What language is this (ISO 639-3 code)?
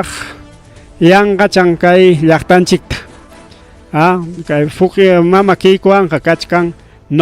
quy